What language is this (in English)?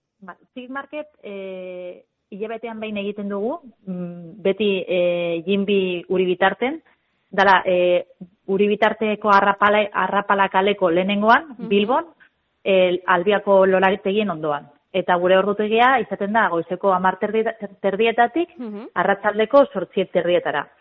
Basque